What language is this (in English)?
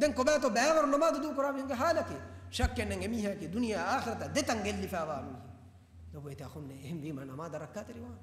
Divehi